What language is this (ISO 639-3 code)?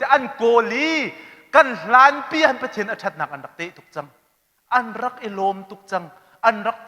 cnh